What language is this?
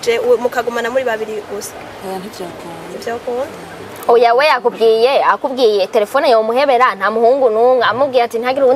Rundi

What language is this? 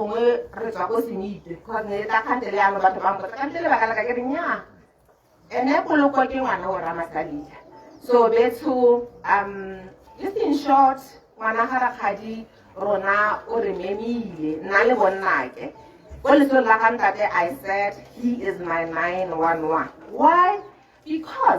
Tswana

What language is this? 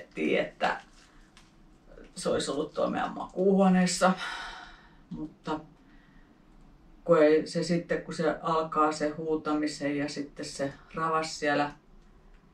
Finnish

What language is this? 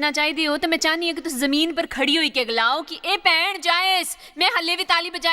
Dogri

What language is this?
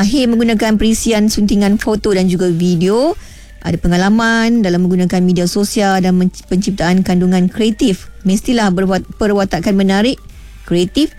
Malay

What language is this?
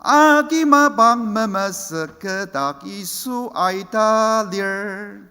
Ao Naga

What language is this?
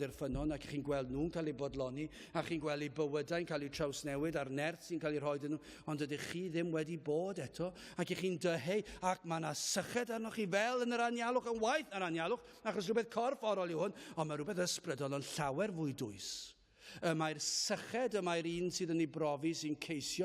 Welsh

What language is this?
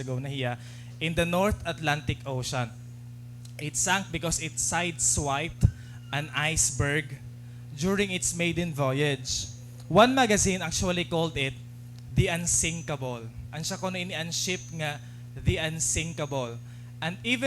Waray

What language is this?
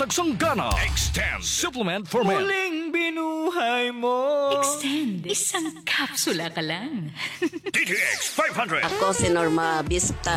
Filipino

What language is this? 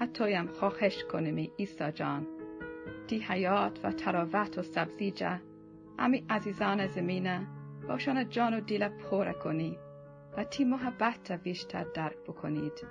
Gilaki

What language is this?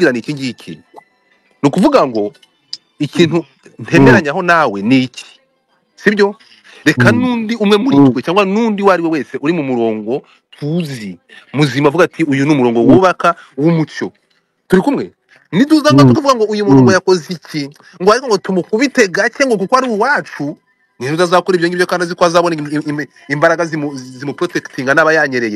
Kinyarwanda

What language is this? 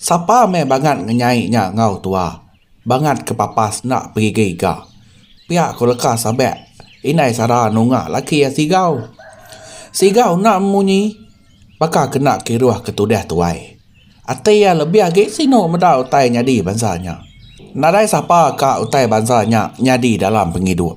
Iban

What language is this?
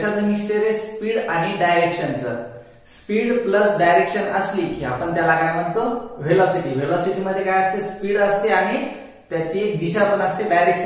Marathi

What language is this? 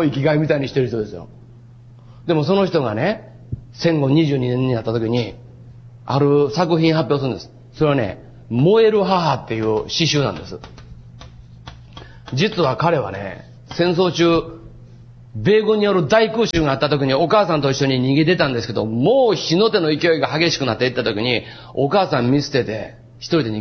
Japanese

